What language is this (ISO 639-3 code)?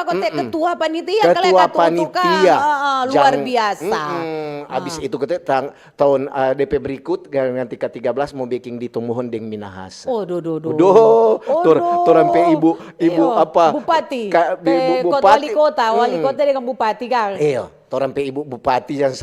xmm